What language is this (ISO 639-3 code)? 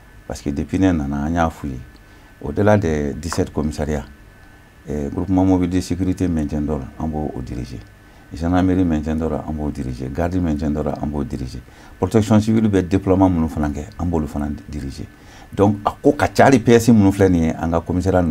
bam